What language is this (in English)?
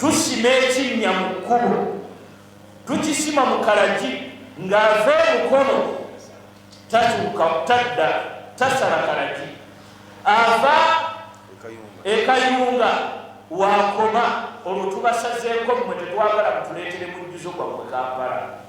Ganda